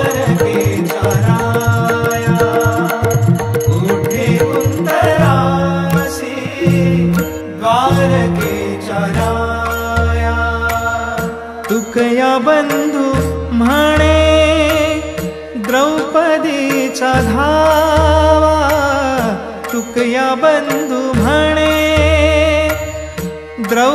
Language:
Marathi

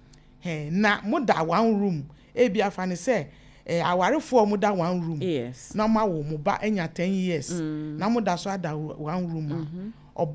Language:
Akan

